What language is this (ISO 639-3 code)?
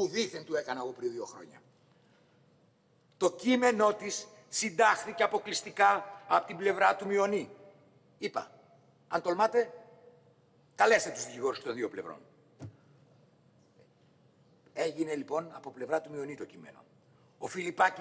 ell